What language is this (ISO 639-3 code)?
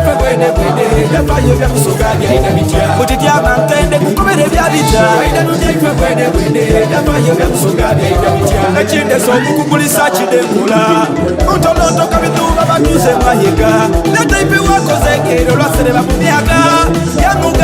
xog